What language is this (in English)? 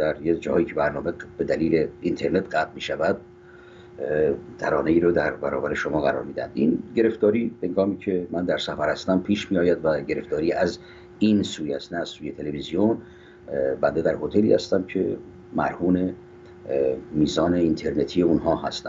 Persian